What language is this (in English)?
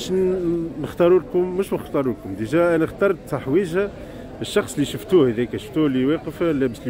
Tunisian Arabic